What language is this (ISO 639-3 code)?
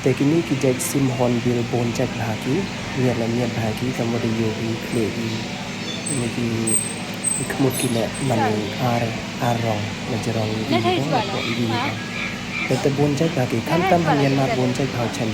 pbv